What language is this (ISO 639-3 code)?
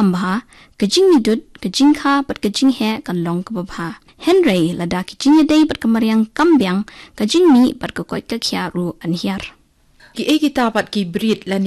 kha